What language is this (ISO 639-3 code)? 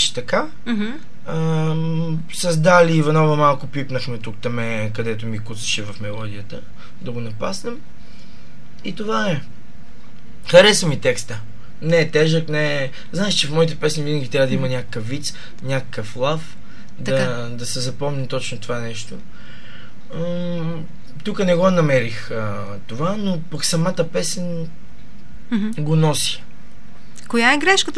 bul